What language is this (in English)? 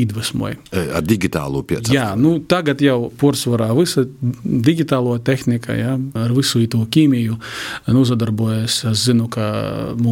Latvian